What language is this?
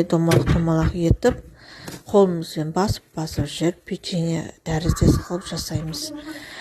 Kazakh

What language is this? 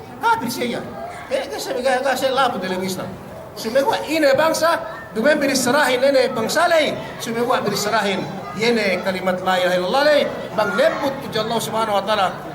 Yakan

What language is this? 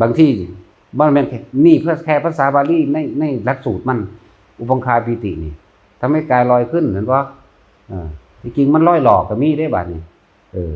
Northeastern Thai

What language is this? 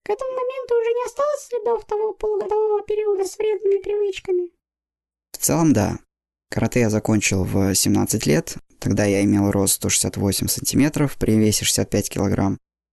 Russian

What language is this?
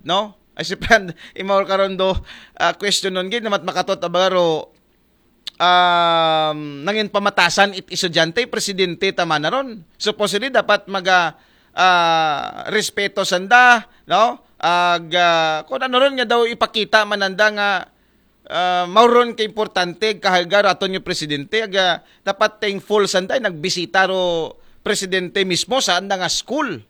Aklanon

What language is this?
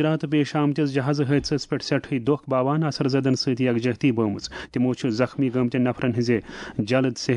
Kashmiri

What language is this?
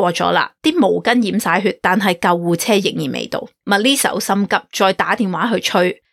Cantonese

